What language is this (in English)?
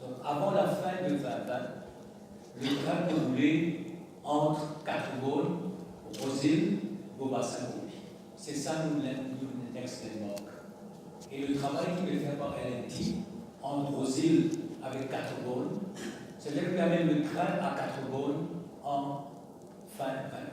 Morisyen